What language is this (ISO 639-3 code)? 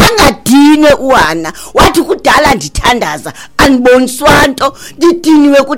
xho